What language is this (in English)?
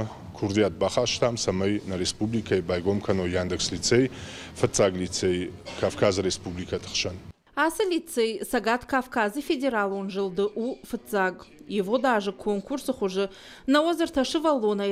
Ossetic